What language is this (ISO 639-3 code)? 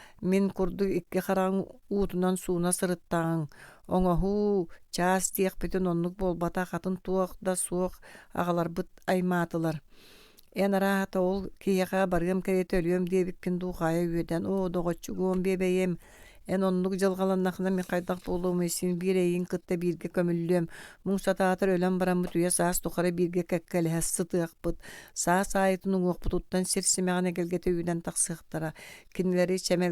sah